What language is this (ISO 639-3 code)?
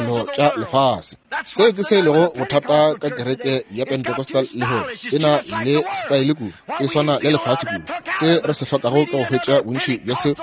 nso